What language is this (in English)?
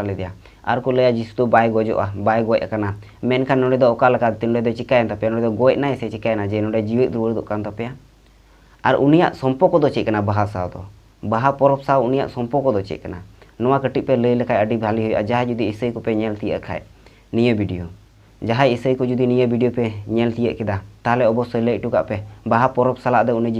Santali